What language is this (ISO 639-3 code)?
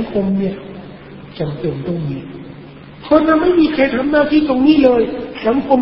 tha